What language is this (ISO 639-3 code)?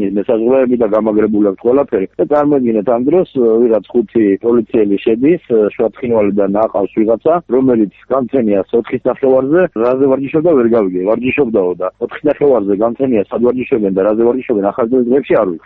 kat